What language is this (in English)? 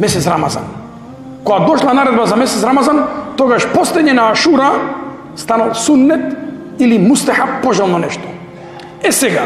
Macedonian